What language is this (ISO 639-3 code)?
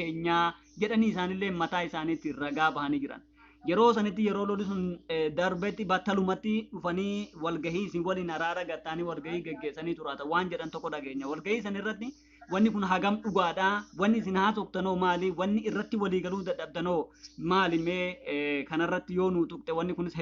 orm